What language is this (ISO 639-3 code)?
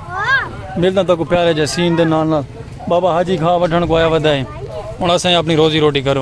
skr